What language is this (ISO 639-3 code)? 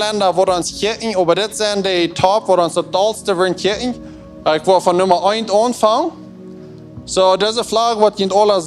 pdt